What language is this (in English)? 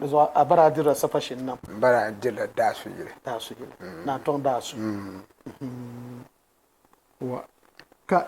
Dagbani